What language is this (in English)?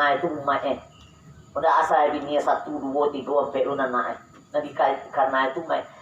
Minangkabau